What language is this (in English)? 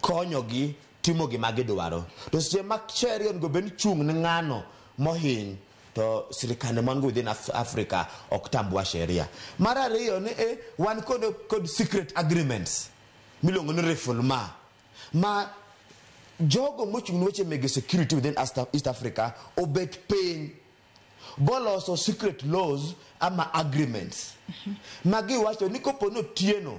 Luo (Kenya and Tanzania)